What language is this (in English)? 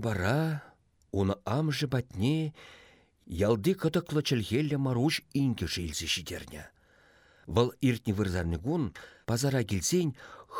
Chuvash